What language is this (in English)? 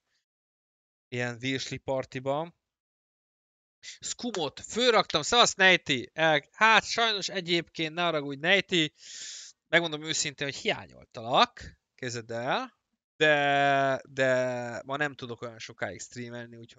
Hungarian